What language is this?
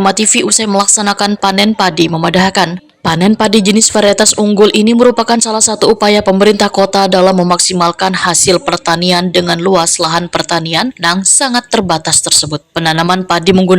Banjar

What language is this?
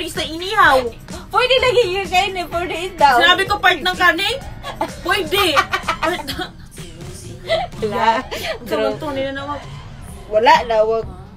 Filipino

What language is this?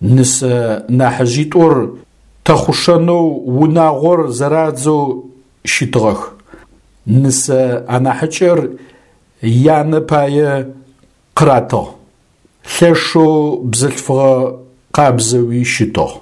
Adyghe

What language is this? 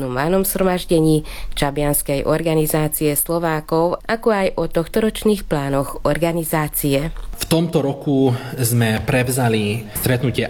Slovak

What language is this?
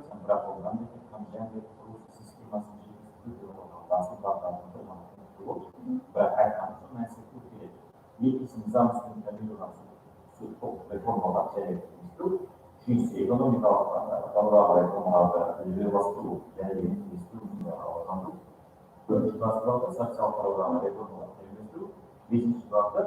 Kara-Kalpak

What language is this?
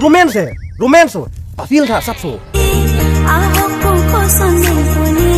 Karbi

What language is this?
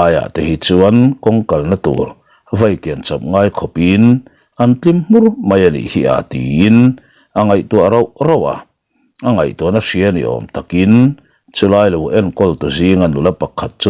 Mizo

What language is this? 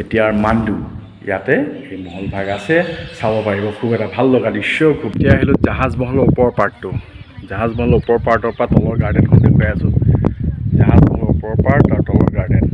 Assamese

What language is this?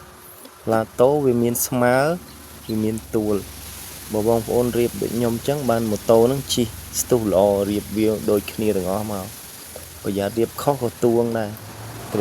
Khmer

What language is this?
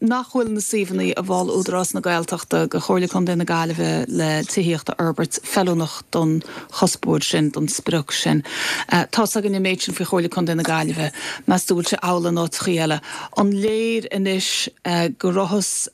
Irish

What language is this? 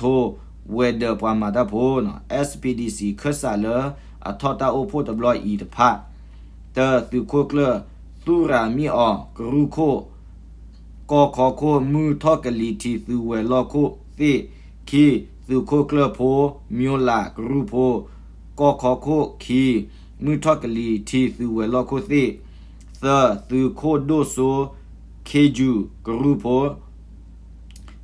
S'gaw Karen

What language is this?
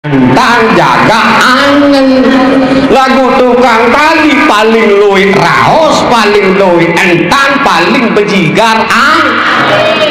Sasak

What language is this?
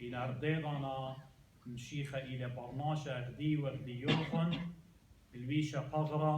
Assyrian Neo-Aramaic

